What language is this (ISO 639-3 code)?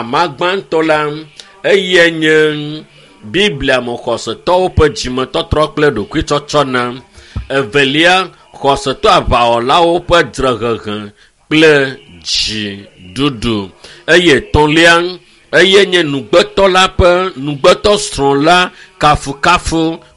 ewe